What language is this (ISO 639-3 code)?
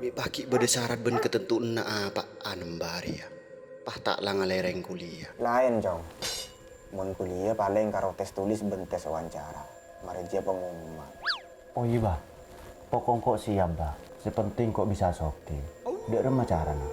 mad